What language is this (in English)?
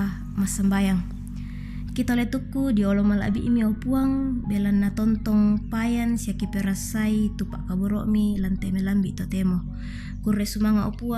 Toraja-Sa'dan